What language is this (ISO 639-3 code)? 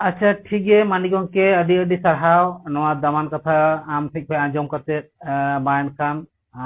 sat